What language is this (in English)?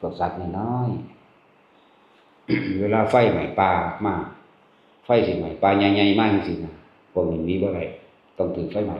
Northeastern Thai